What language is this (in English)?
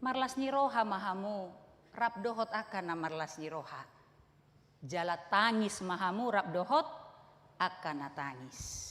Batak Toba